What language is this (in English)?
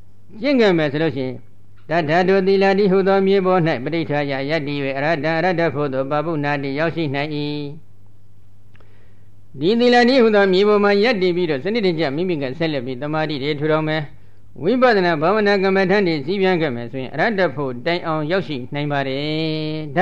Burmese